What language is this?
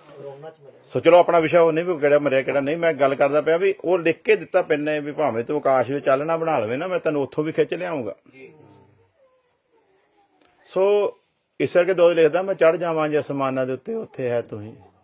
Punjabi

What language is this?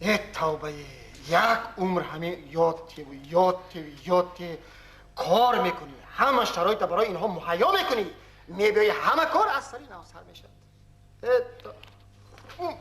Tajik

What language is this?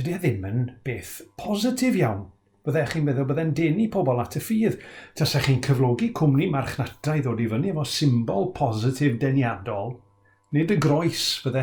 Welsh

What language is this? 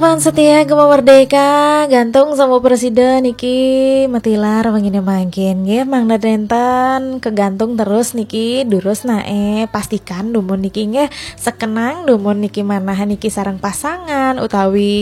Balinese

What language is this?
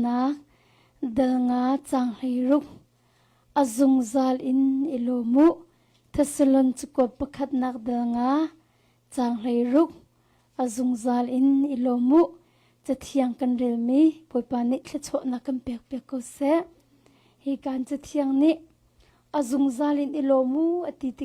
Hakha Chin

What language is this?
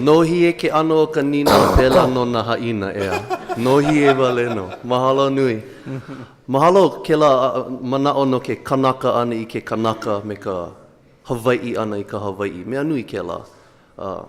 Hawaiian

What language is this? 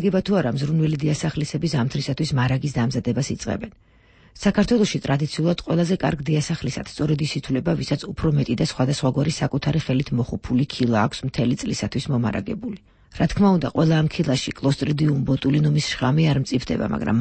Georgian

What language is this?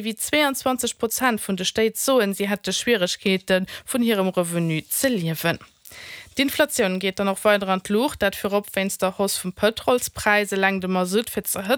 Luxembourgish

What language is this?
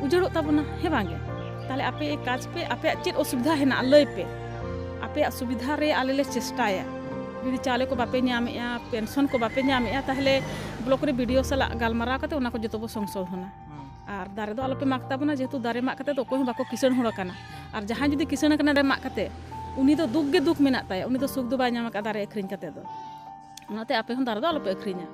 Santali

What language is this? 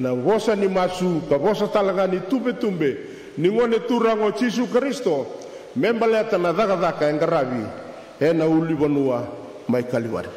Fijian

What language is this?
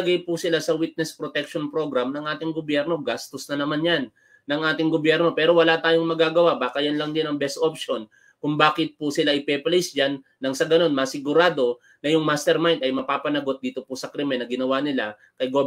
Filipino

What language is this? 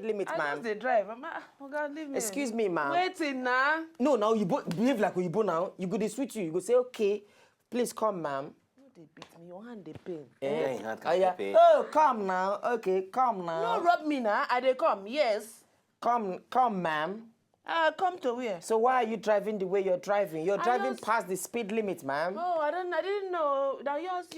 Nigerian Pidgin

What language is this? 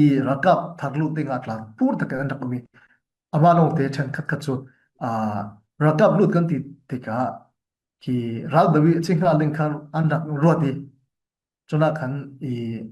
Falam Chin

